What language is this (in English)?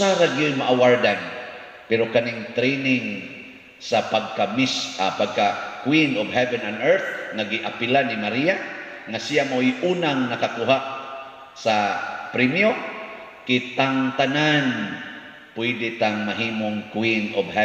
Cebuano